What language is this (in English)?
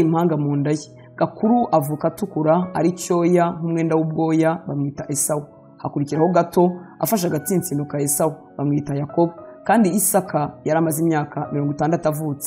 Kinyarwanda